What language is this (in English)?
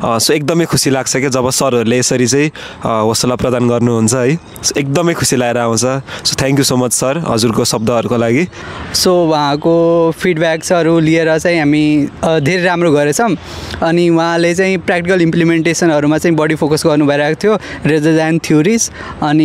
Nepali